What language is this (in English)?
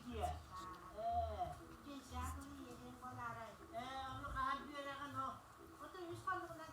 Yakut